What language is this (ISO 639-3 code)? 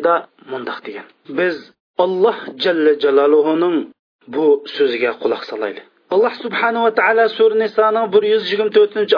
uig